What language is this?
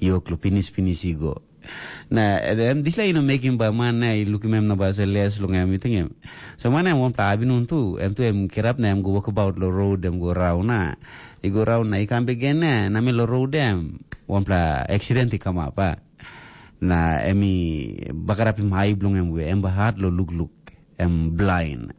Tok Pisin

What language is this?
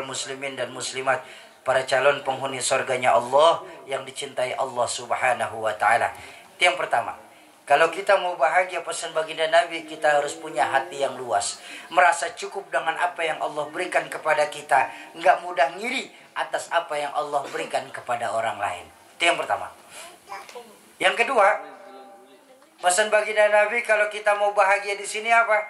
Indonesian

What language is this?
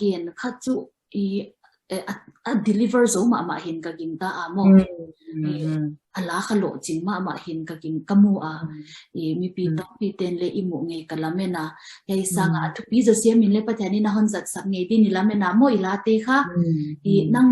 Tedim Chin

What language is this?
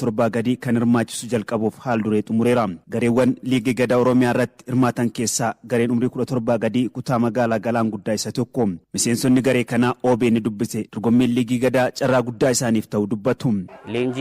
Oromo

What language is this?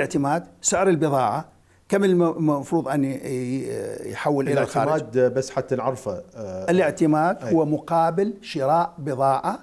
Mesopotamian Arabic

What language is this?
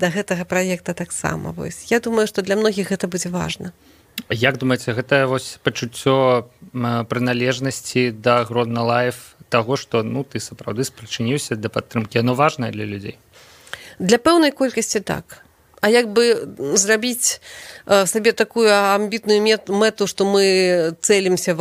Belarusian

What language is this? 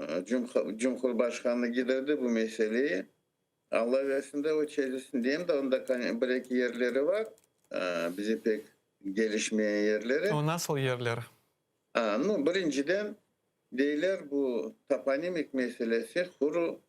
Crimean Tatar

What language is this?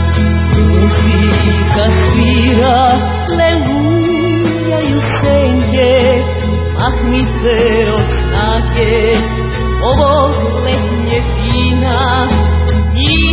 Serbian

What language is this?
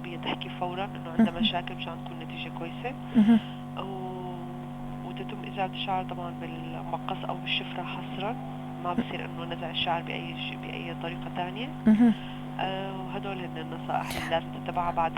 North Levantine Arabic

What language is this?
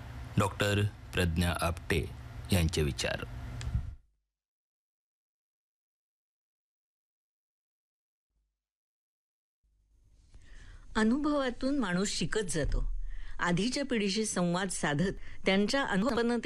Marathi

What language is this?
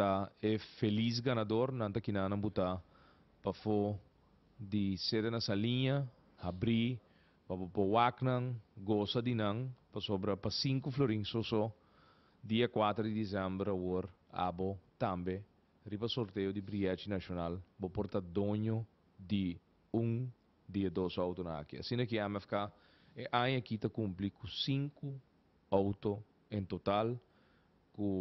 Papiamento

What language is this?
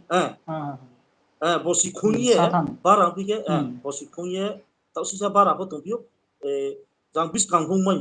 Riang (India)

